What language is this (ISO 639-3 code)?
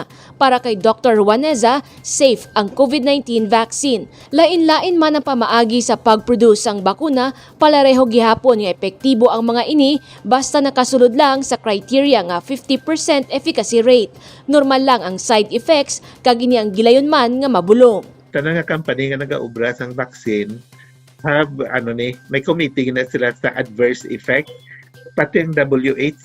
hil